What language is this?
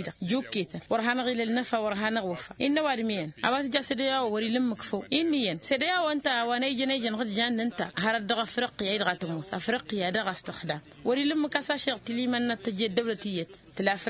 Tamasheq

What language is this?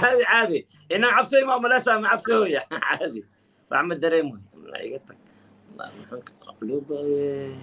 Somali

